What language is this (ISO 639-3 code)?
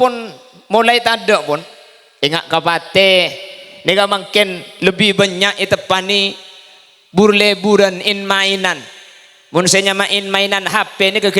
mad